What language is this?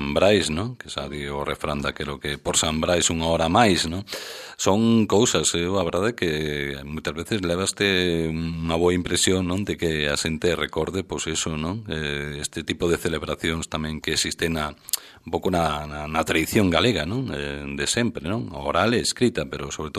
Galician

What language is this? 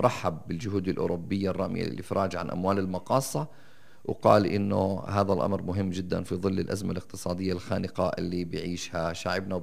North Levantine Arabic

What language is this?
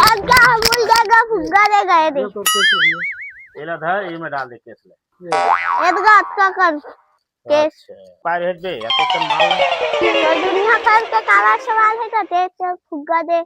Chhattisgarhi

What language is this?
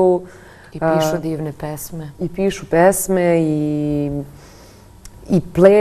Serbian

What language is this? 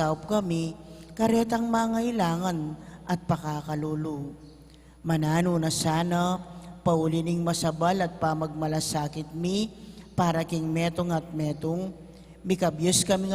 Pampanga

